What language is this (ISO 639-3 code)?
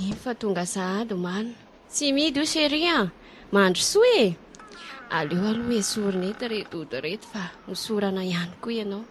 mlg